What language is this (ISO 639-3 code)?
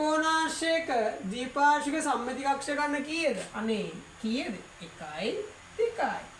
sin